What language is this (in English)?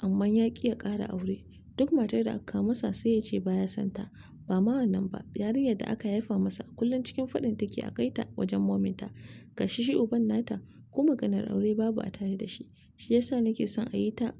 Hausa